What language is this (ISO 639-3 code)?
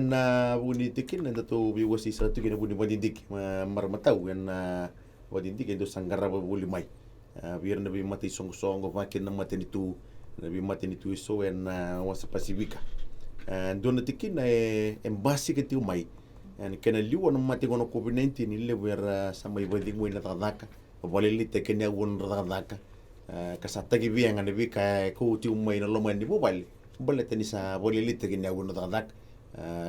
fij